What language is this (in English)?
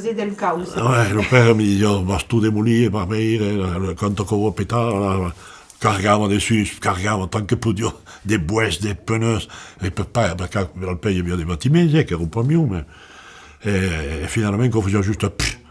Occitan